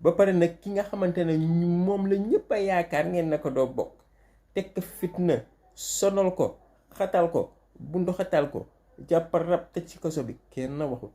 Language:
Wolof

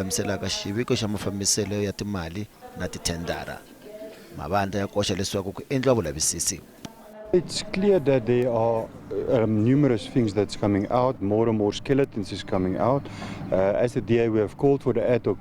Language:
Tsonga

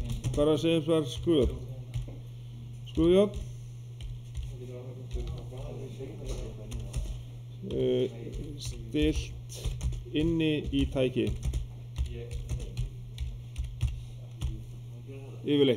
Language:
Icelandic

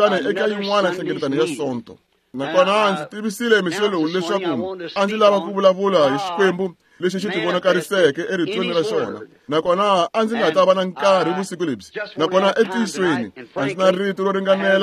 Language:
Tsonga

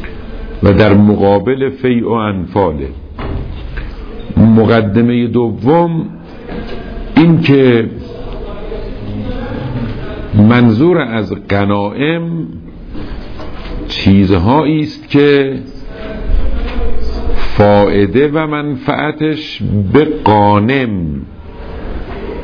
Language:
Persian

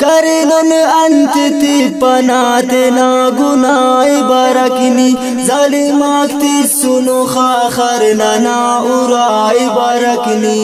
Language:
Brahui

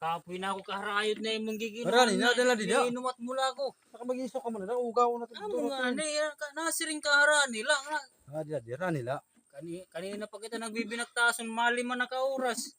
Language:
Waray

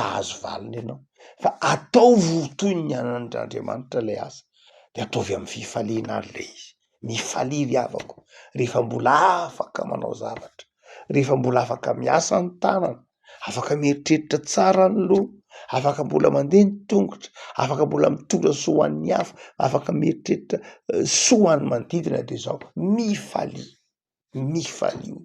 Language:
Malagasy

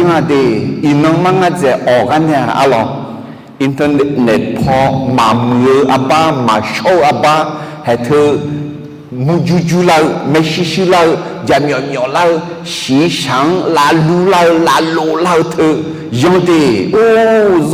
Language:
Akha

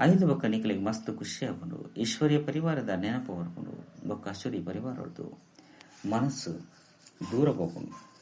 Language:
Tulu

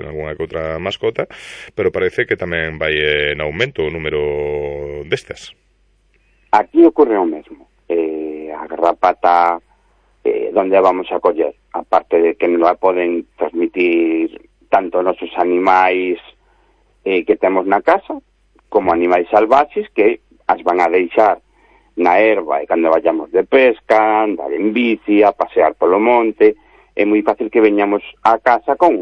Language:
Galician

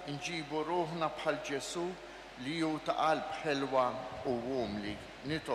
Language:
Maltese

